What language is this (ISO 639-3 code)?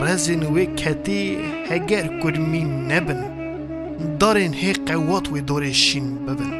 kur